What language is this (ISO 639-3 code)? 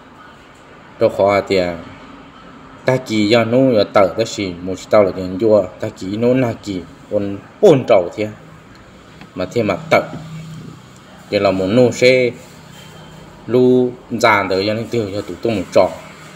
vie